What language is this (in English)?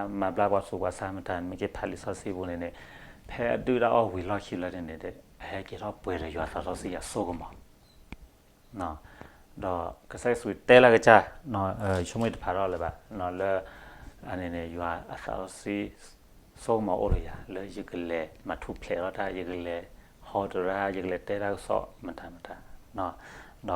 S'gaw Karen